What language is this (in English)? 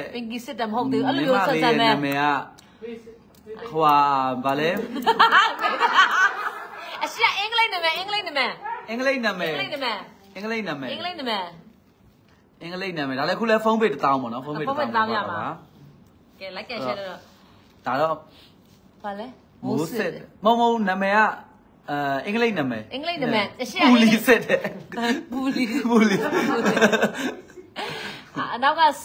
Burmese